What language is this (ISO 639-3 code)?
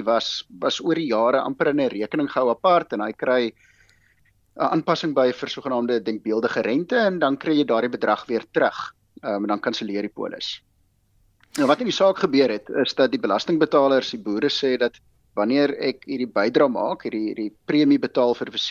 afr